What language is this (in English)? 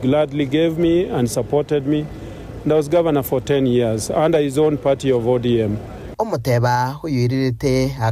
Gusii